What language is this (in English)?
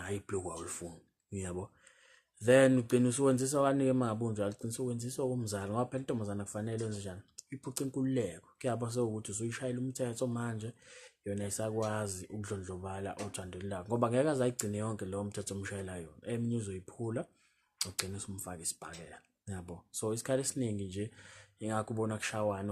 Zulu